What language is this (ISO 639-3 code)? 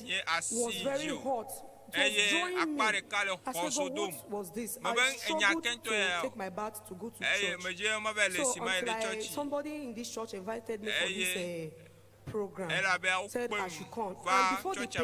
ewe